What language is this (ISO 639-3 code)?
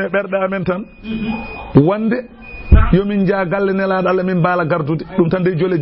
ful